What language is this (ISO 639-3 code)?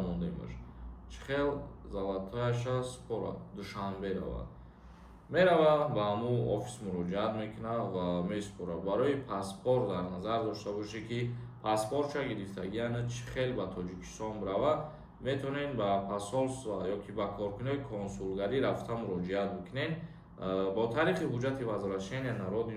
tgk